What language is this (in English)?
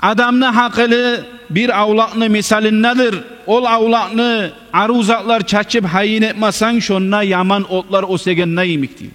Kumyk